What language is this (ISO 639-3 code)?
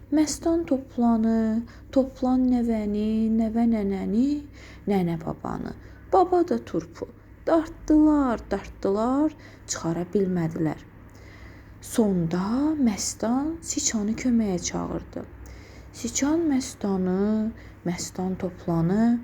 aze